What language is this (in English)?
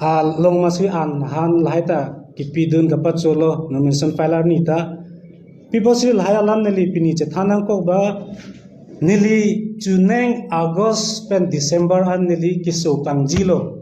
Karbi